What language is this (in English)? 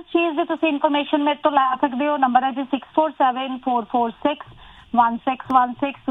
Punjabi